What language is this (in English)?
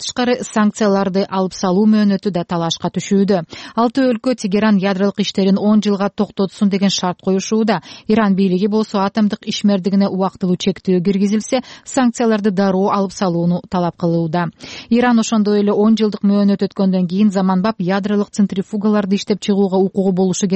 Kyrgyz